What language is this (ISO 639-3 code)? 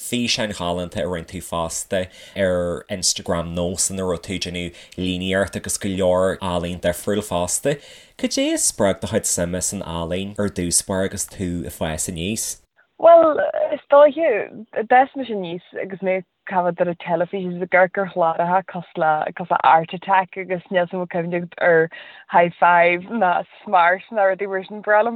gle